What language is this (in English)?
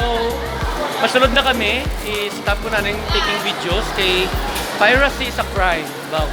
Hiligaynon